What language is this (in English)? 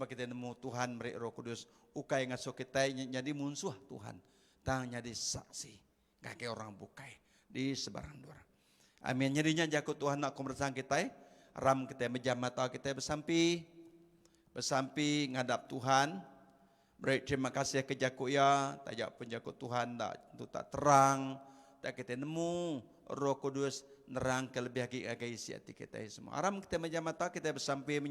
Iban